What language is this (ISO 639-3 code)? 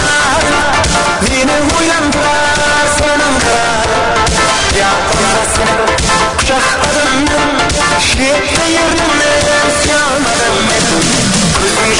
kaa